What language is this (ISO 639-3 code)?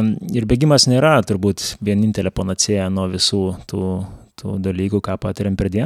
lit